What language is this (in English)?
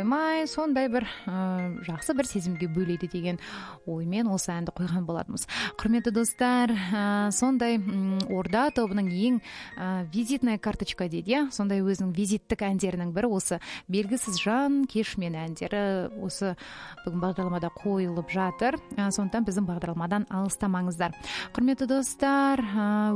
Kazakh